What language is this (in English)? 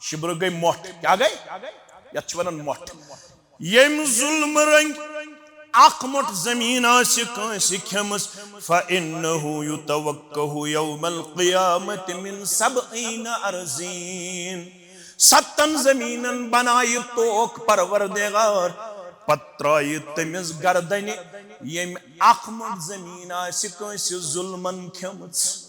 Kashmiri